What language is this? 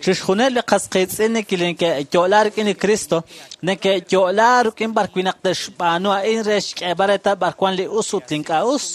Kekchí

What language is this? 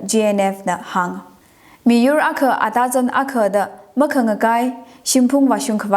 Tangkhul Naga (India)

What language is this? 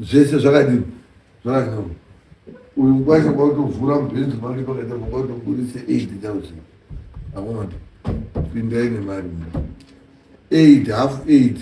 Shona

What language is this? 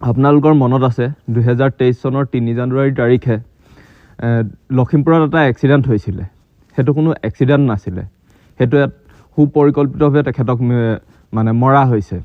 Assamese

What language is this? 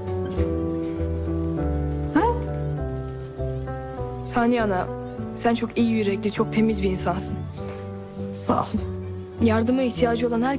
Turkish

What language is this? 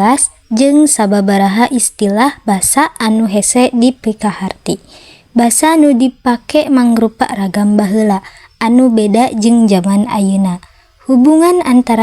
Sundanese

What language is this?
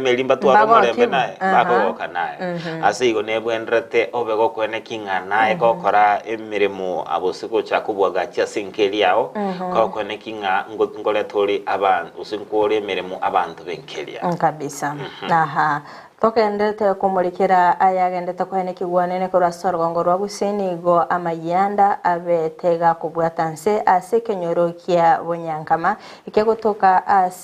Gusii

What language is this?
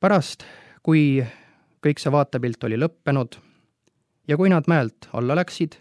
Estonian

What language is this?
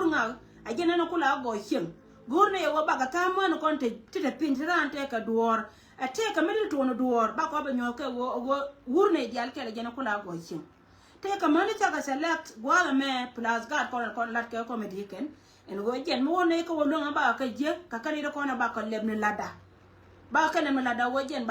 Nuer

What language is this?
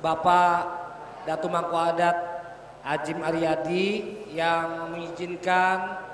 Banjar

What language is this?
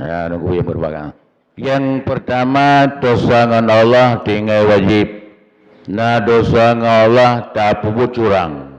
Achinese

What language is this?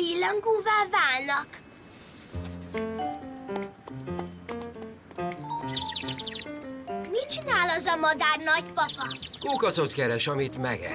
Hungarian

